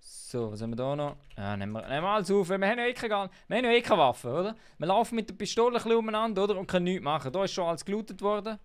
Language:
Swiss German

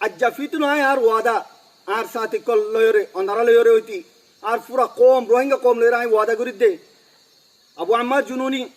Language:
Rohingya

